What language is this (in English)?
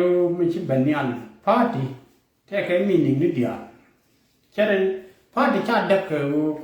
Nuer